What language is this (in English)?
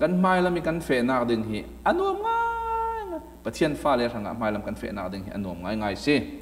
Falam Chin